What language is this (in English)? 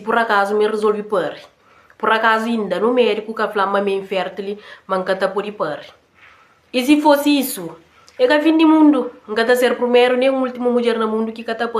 Kabuverdianu